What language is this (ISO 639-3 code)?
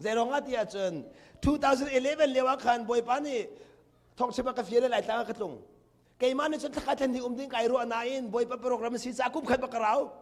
cnh